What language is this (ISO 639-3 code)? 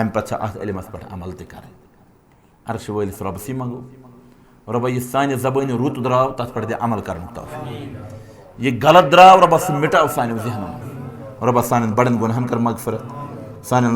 kas